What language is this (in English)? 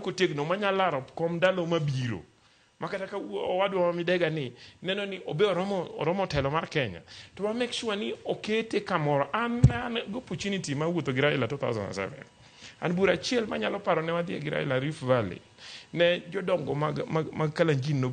Luo (Kenya and Tanzania)